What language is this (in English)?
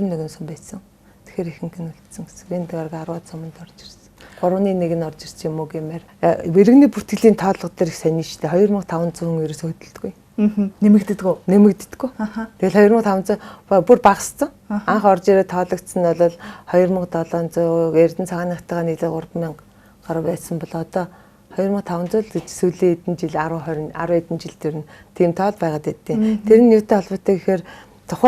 Mongolian